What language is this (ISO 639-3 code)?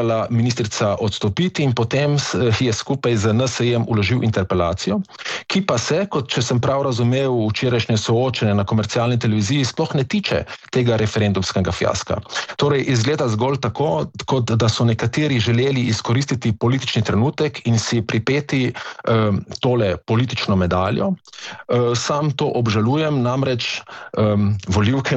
slv